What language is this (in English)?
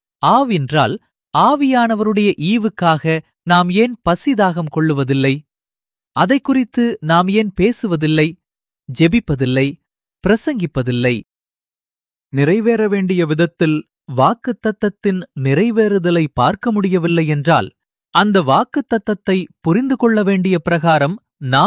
Tamil